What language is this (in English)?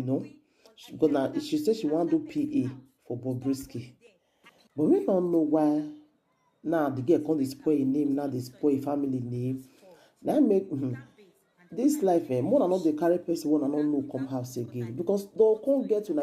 Nigerian Pidgin